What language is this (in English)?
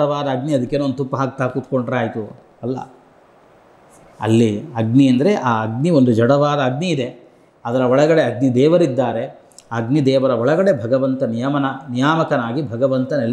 Kannada